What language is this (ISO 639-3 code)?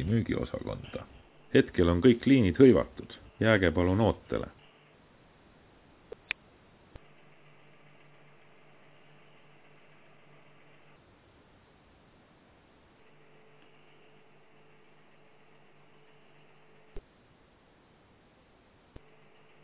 est